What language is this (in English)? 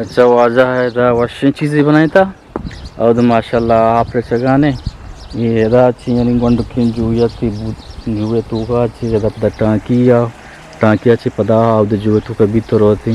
Eastern Balochi